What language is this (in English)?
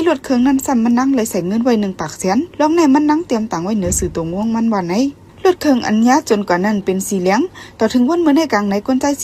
Shan